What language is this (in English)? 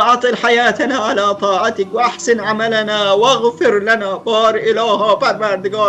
Persian